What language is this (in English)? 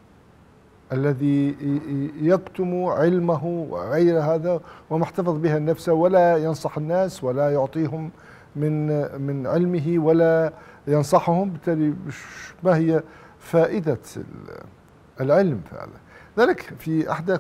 Arabic